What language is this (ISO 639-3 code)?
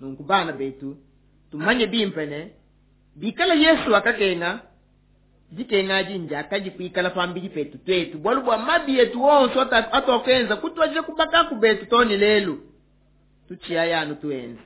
lua